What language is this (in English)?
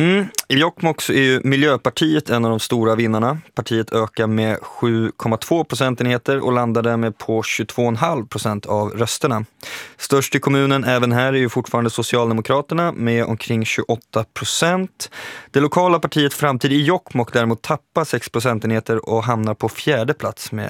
Swedish